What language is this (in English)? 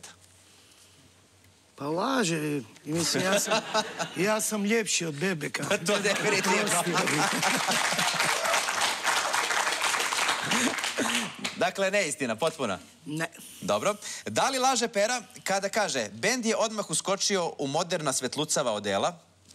Serbian